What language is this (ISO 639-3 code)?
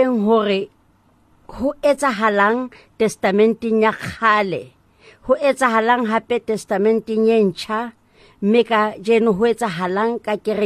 sot